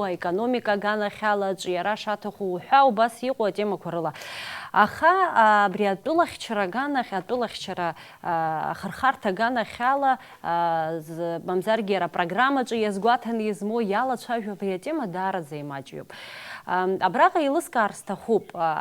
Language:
Abkhazian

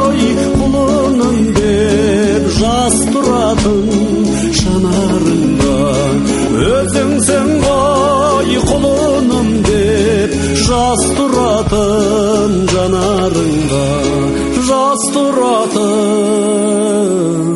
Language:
Kazakh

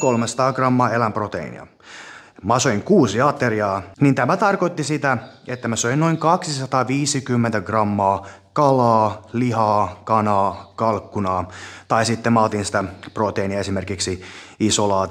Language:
Finnish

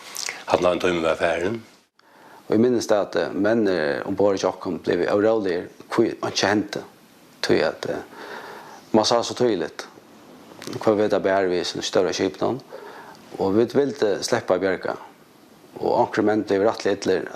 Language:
Faroese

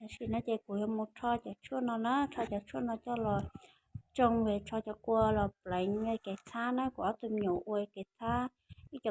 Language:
Hmong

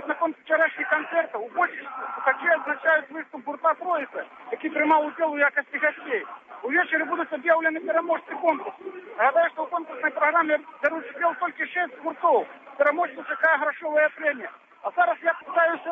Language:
Belarusian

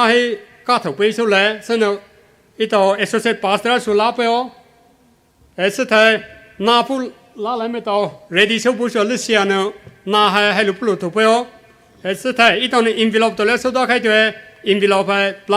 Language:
Poumei Naga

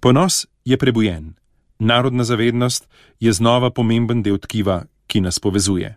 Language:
Slovenian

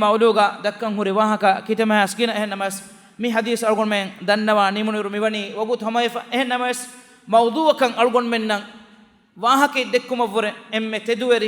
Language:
Divehi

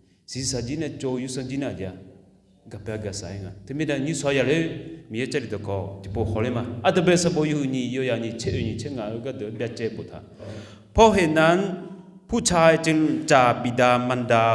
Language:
Akha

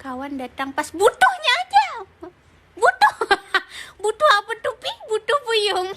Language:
Banjar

